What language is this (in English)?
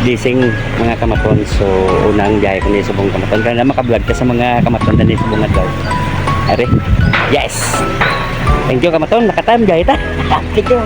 Hiligaynon